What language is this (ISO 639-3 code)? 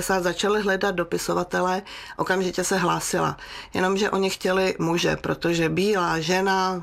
ces